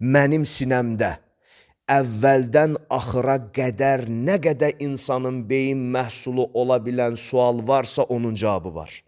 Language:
Azerbaijani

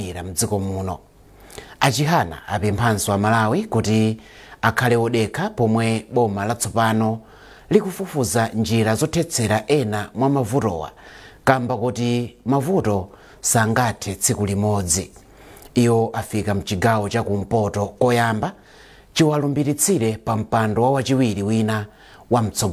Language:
Nyanja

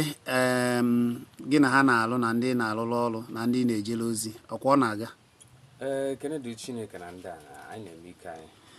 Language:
Igbo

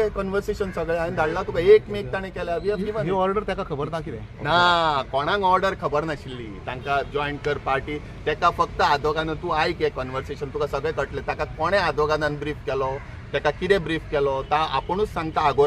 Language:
Konkani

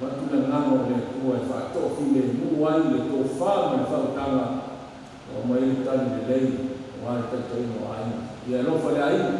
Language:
Samoan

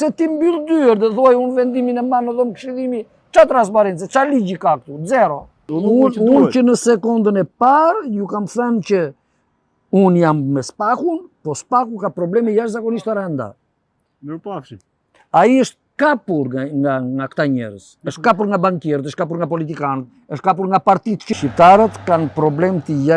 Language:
Albanian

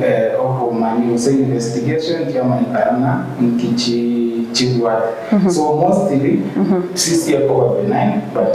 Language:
Gusii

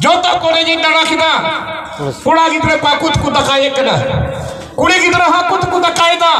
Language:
Santali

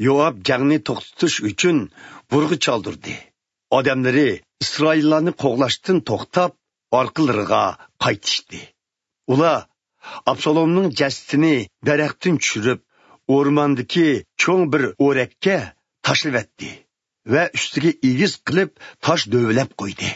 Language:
Uyghur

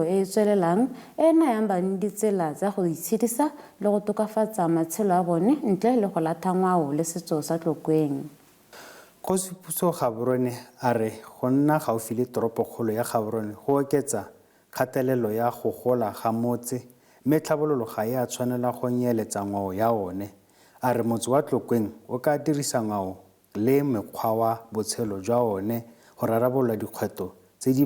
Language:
Tswana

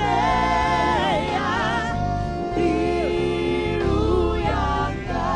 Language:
Venda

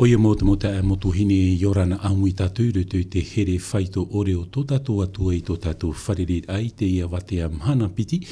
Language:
Tahitian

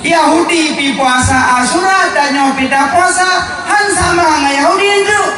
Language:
Achinese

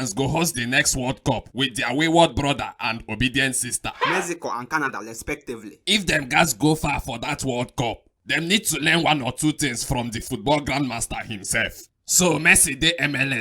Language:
Nigerian Pidgin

